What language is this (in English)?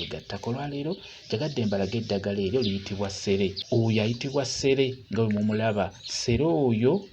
Ganda